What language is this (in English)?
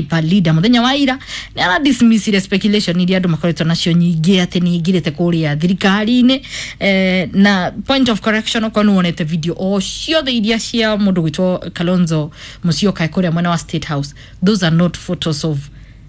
Kikuyu